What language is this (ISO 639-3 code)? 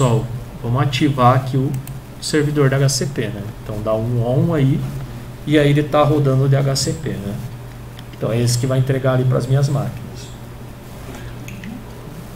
por